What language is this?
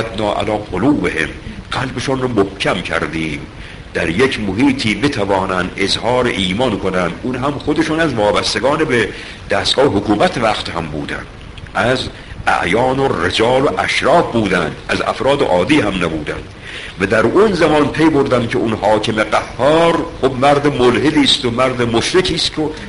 Persian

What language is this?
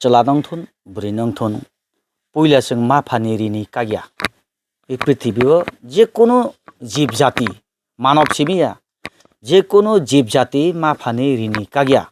Kok Borok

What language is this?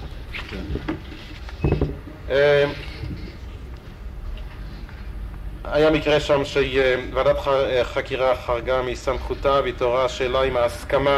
Hebrew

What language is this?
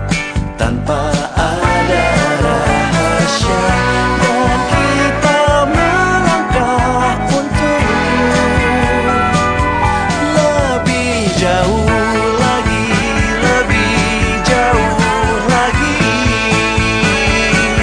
Indonesian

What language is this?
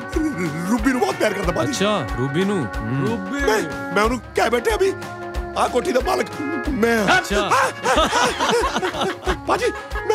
Punjabi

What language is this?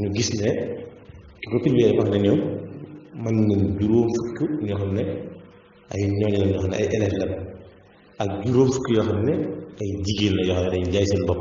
Wolof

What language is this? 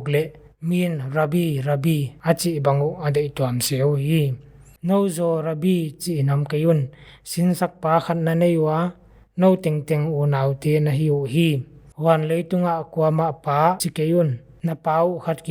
Paite Chin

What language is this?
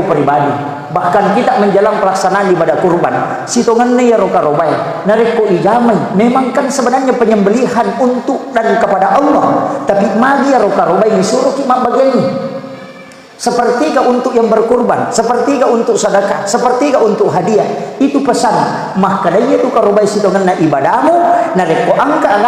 Buginese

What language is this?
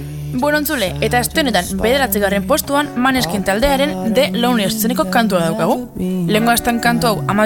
Basque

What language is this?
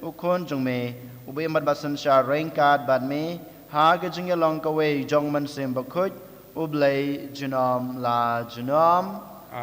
Khasi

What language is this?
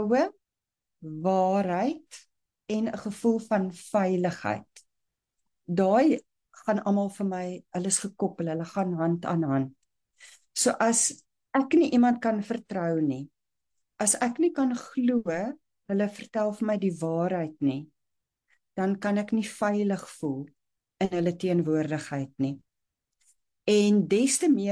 Afrikaans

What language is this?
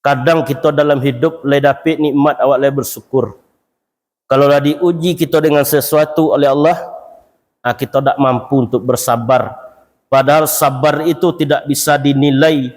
Minangkabau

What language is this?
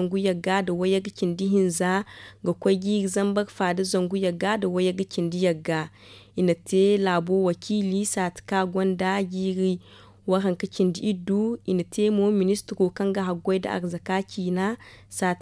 Zarma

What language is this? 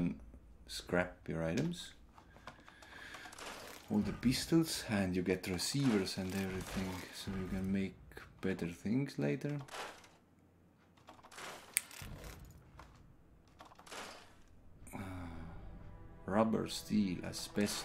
English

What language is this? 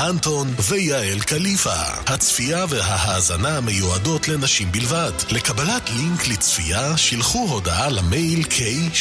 Hebrew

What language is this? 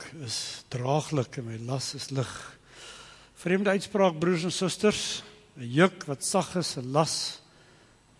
Afrikaans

